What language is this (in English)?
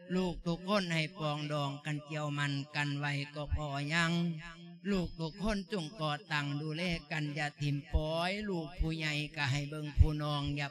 Lao